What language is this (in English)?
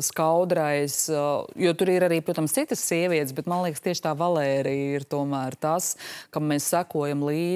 Latvian